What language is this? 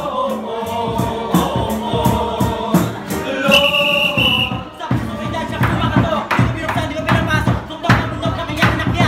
Filipino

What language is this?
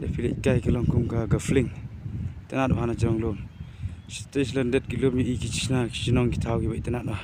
Khasi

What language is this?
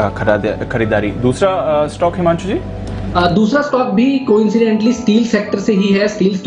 Hindi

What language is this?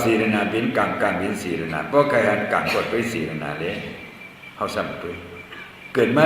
Shan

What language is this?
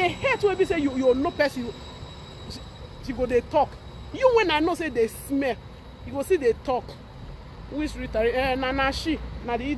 Nigerian Pidgin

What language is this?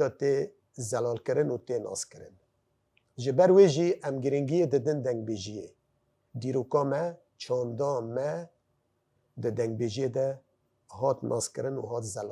Kurdish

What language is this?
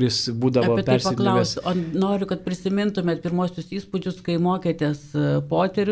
Lithuanian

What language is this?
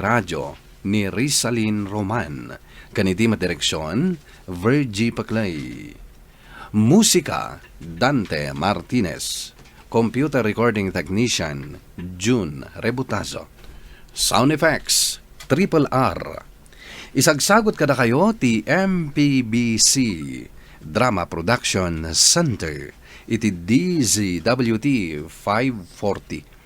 Iloko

